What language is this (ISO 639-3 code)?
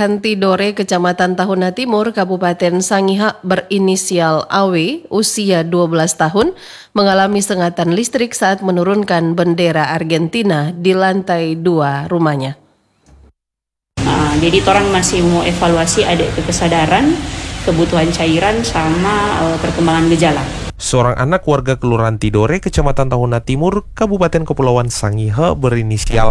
ind